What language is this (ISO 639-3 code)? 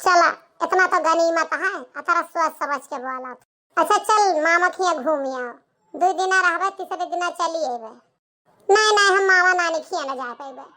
awa